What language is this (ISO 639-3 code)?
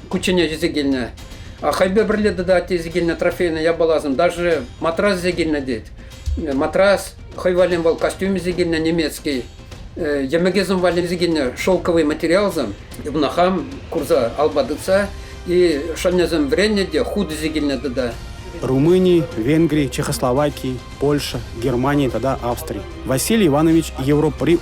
chv